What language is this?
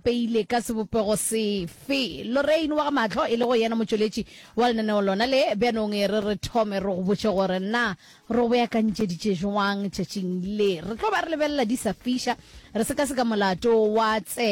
Northern Sotho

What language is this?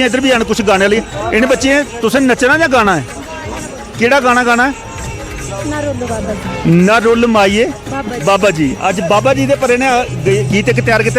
Dogri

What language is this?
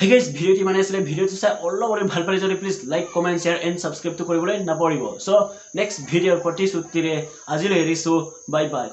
Assamese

